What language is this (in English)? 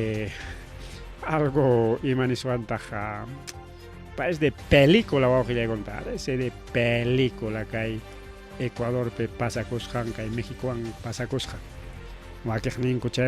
Ayacucho Quechua